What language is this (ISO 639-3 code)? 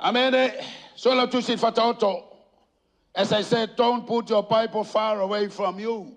smo